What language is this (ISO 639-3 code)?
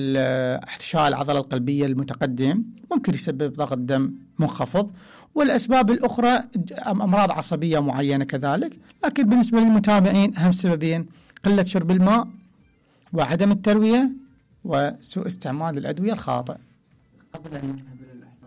acm